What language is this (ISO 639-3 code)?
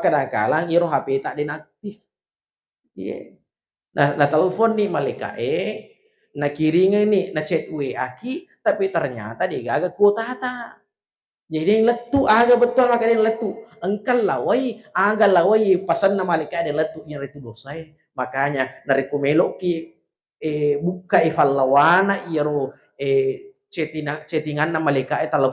bug